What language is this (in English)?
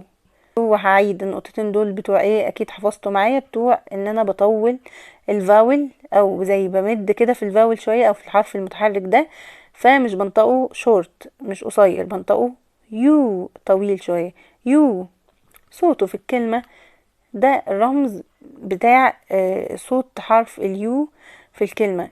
Egyptian Arabic